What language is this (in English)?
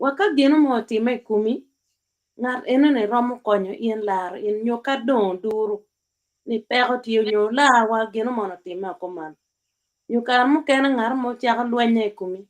Acoli